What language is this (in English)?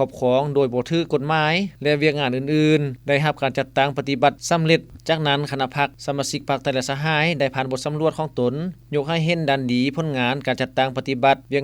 Lao